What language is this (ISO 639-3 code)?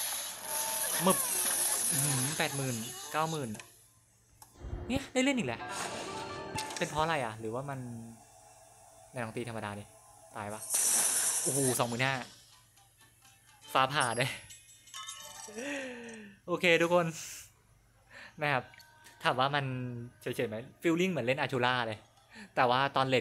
tha